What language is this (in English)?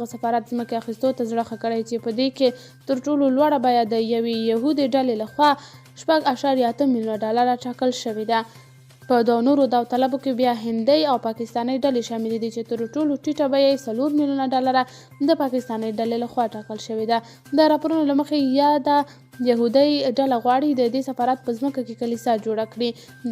Pashto